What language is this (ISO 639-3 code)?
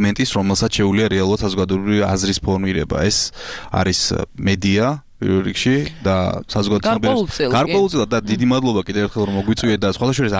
kat